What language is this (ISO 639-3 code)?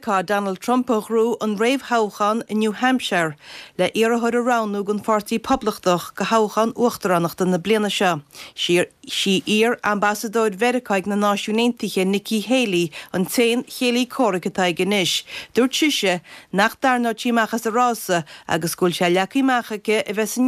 gle